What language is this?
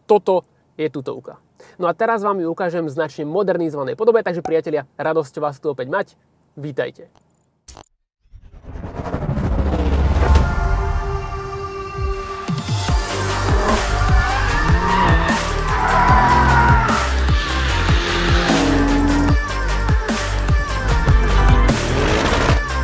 Slovak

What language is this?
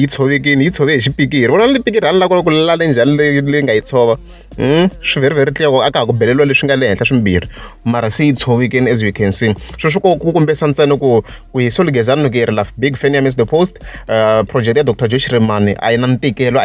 Tsonga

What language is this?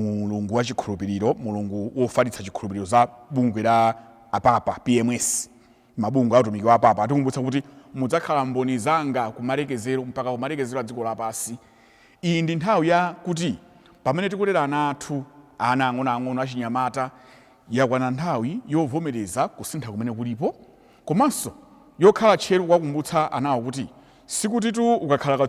Nyanja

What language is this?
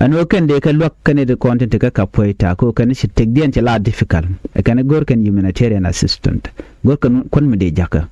Nuer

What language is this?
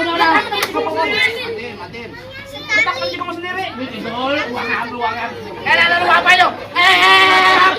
Betawi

